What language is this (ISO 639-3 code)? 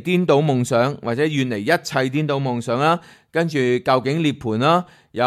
yue